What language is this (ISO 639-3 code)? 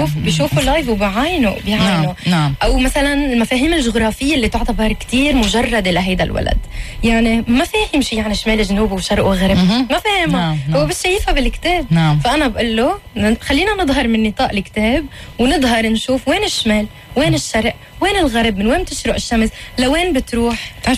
apc